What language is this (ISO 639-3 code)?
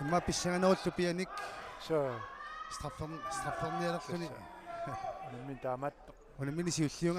kal